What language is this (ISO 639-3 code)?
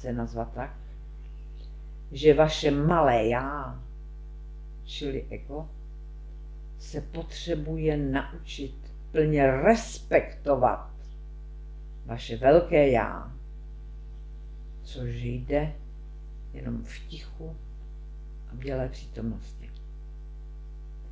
ces